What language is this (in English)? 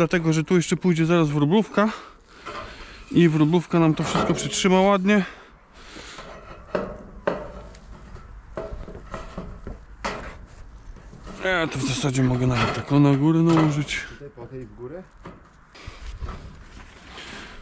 Polish